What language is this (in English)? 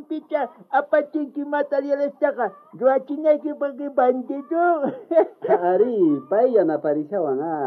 South Bolivian Quechua